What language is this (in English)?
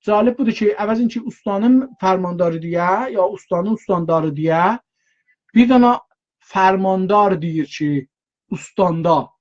South Azerbaijani